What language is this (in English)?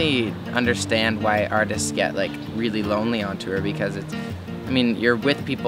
English